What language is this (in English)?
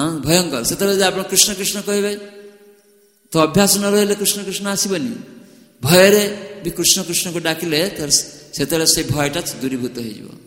Odia